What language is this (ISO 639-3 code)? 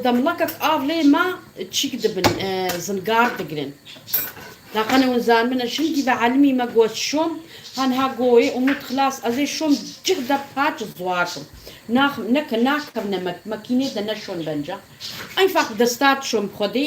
kur